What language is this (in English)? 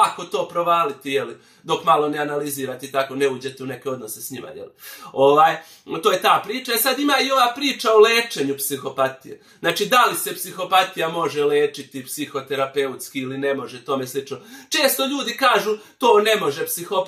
Bosnian